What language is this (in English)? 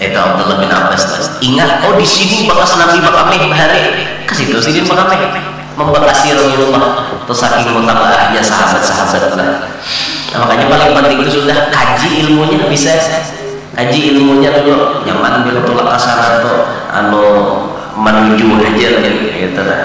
Banjar